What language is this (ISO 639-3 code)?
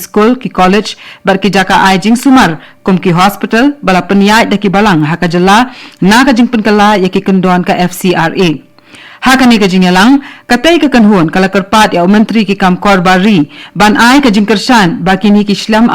kha